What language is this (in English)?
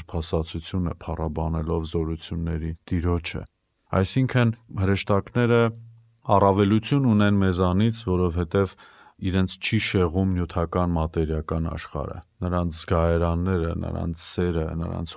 Armenian